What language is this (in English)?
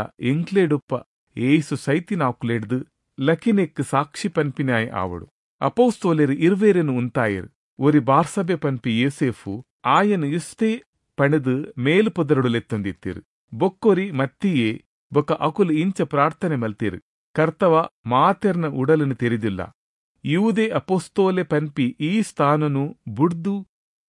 Tulu